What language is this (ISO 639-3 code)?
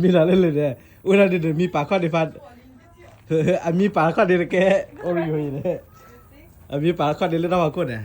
ksw